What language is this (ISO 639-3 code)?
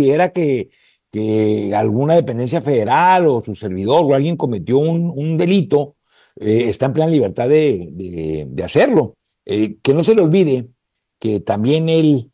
spa